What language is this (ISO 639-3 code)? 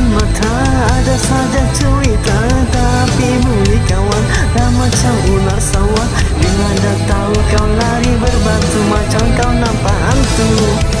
msa